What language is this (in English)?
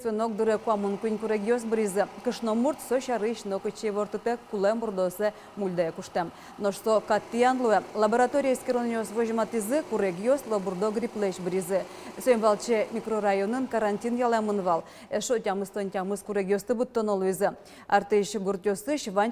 Udmurt